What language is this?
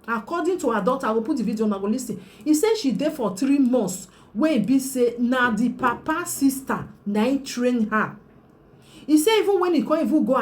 Nigerian Pidgin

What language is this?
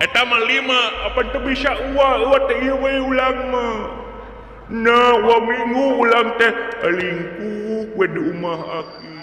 Sundanese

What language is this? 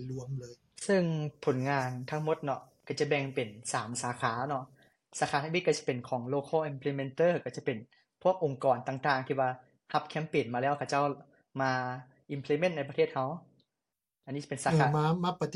Lao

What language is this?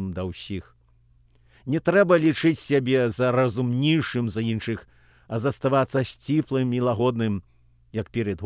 Belarusian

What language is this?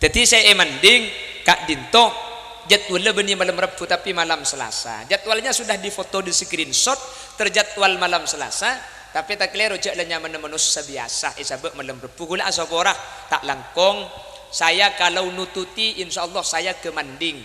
Madurese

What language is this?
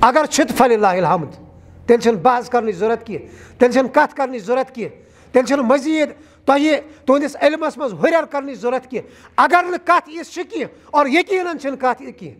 Kashmiri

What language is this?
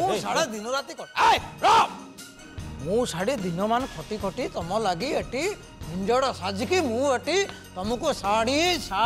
Odia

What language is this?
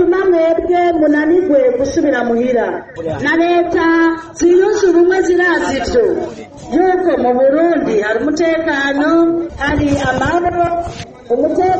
Rundi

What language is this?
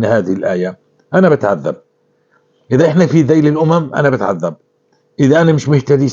North Levantine Arabic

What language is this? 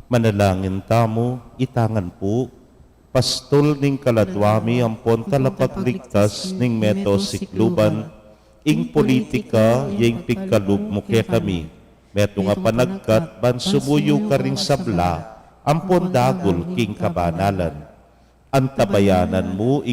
Pampanga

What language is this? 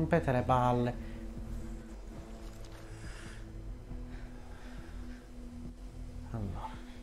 Italian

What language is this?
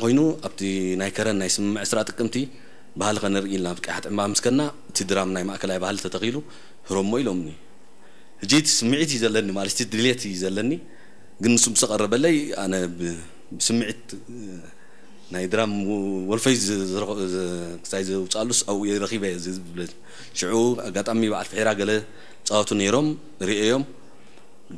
Tigrinya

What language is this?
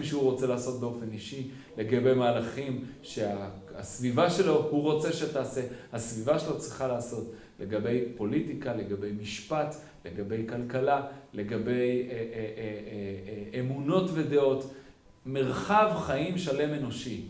Hebrew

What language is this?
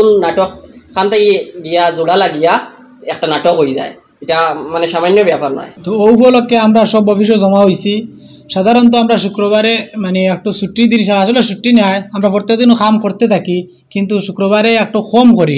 Sylheti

